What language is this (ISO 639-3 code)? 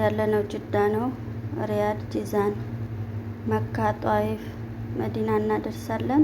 amh